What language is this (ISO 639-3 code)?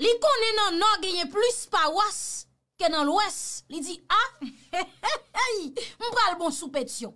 hat